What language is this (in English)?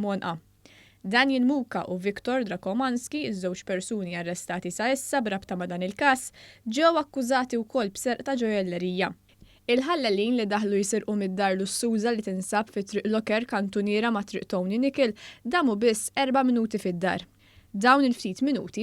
Maltese